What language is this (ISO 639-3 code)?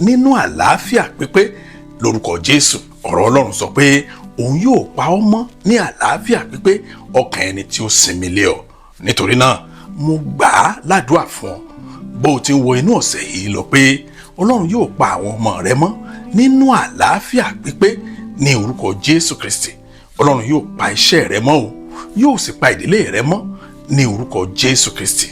yor